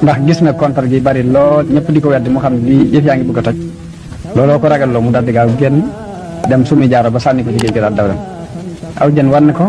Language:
Wolof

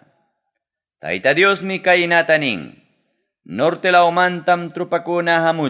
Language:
Ayacucho Quechua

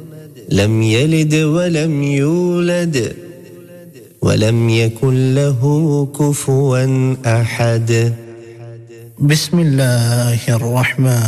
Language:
Urdu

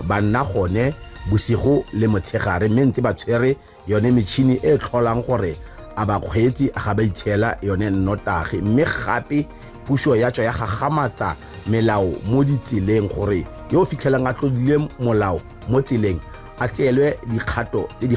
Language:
Tswana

